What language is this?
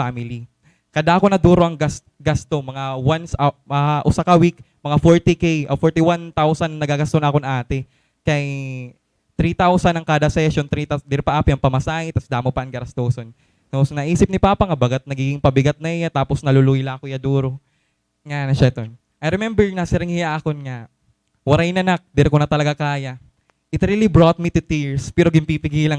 Waray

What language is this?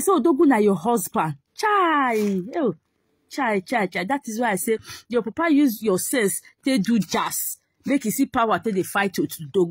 Nigerian Pidgin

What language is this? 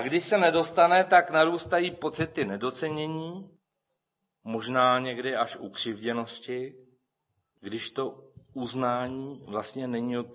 Czech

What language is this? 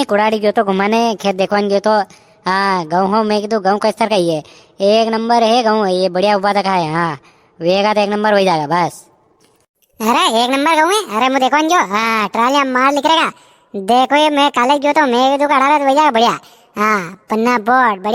Rajasthani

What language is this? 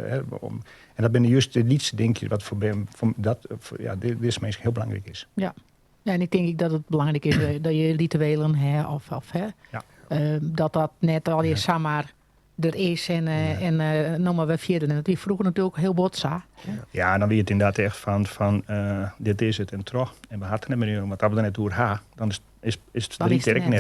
Western Frisian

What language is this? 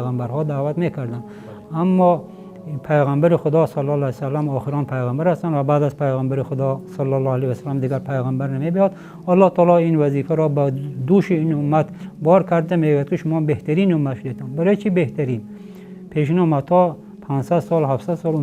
Tajik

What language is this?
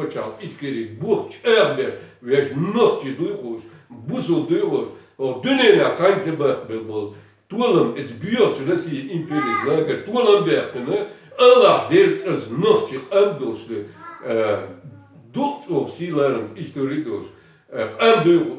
Chechen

